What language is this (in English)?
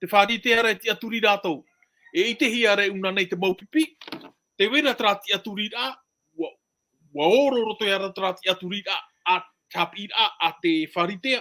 Tahitian